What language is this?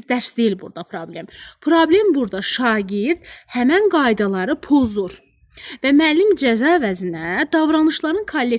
Azerbaijani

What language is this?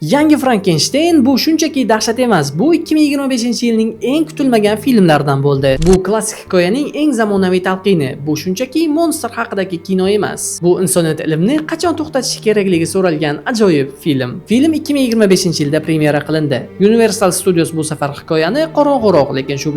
Uzbek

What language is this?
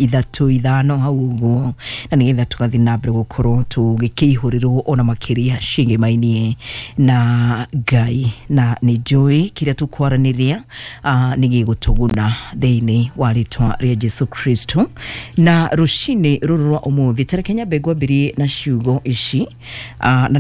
Kikuyu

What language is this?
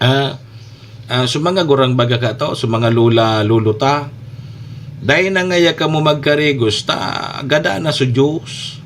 Bikol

